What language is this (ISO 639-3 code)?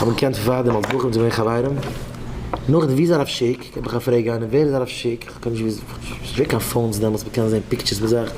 yid